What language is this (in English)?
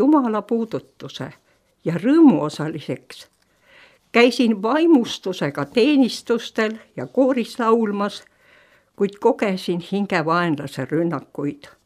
Estonian